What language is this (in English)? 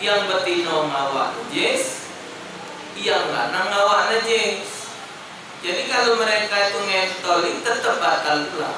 Musi